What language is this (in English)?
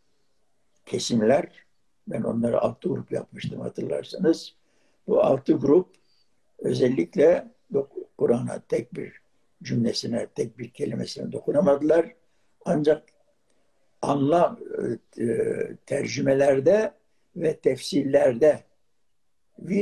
Turkish